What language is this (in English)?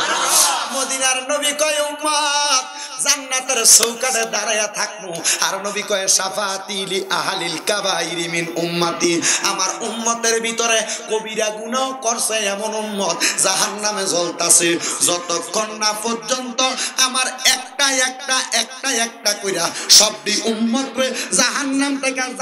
Bangla